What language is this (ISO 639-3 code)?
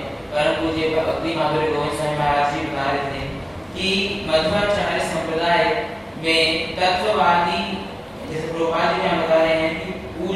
hin